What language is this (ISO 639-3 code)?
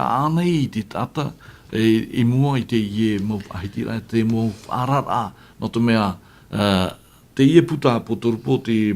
tah